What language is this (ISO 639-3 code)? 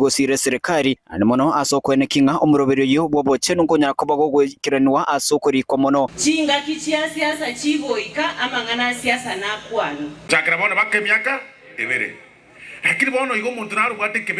guz